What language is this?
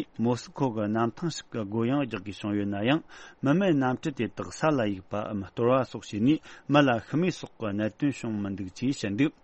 Tibetan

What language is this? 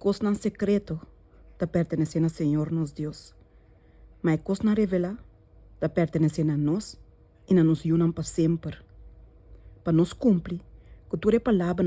Papiamento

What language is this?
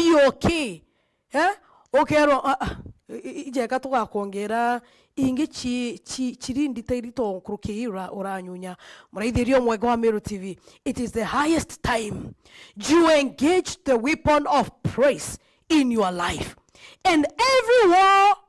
Meru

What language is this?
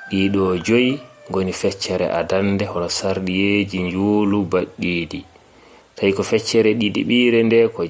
Fula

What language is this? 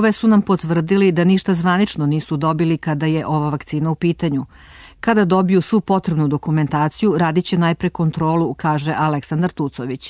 Serbian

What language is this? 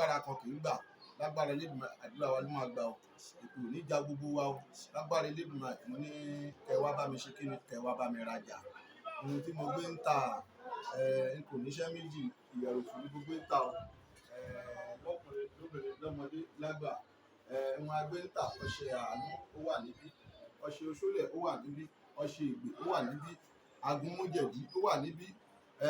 Yoruba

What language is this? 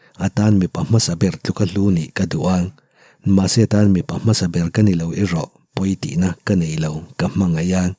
Mizo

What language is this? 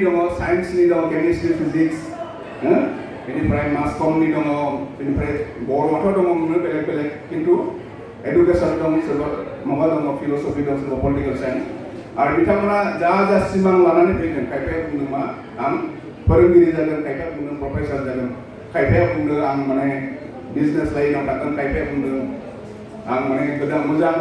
Bodo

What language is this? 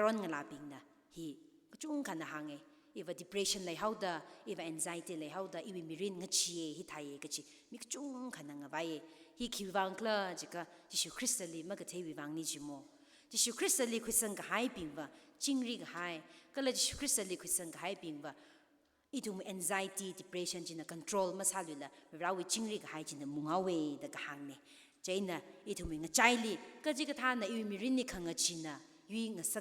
Tangkhul Naga (India)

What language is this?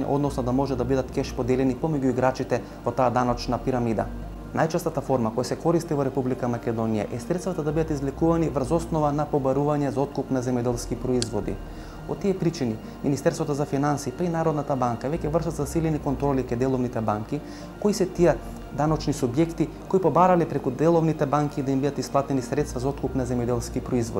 Macedonian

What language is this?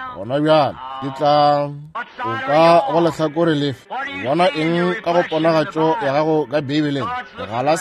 Northern Sotho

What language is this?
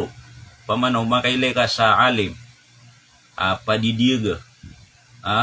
Maranao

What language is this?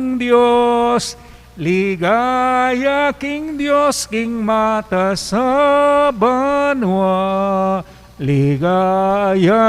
Pampanga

